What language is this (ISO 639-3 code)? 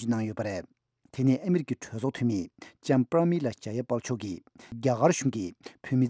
bod